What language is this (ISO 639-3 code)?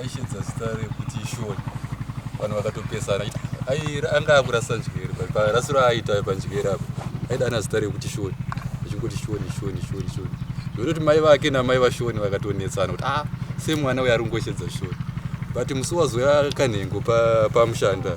sna